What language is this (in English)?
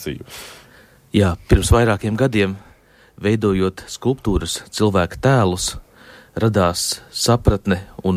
Latvian